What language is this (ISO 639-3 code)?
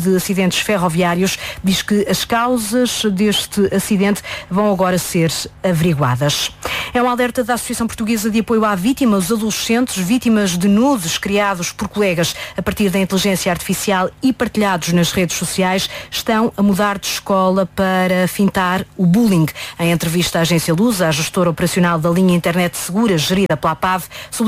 por